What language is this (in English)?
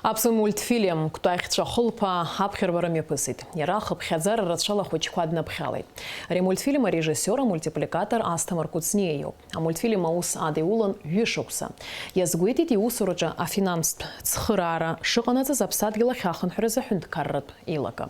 Abkhazian